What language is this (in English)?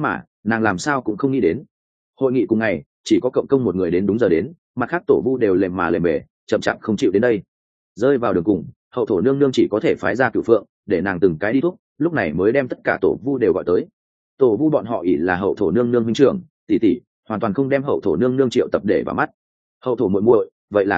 Vietnamese